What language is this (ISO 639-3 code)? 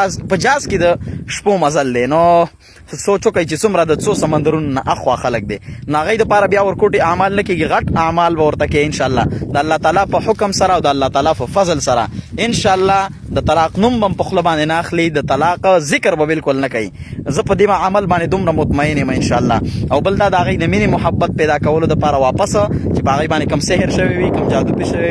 pus